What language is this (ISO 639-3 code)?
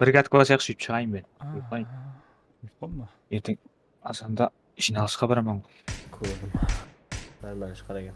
kaa